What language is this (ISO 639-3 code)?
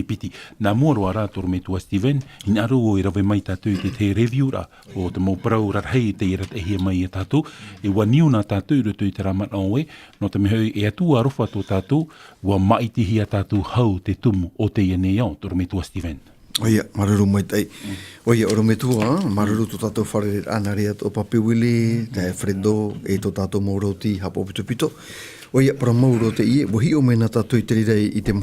tah